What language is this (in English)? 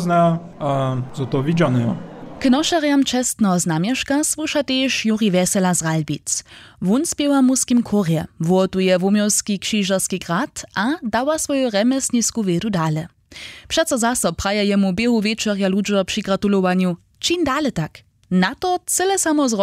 Upper Sorbian